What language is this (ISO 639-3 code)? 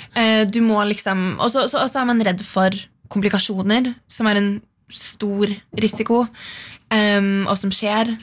nor